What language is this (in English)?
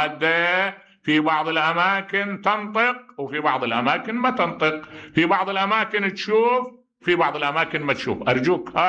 Mesopotamian Arabic